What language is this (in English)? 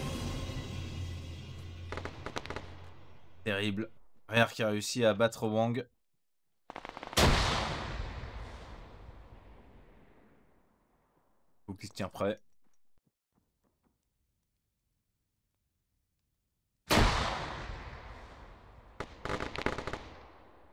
French